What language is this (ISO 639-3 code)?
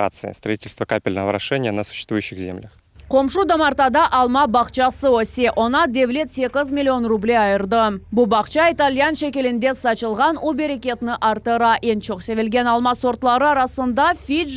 crh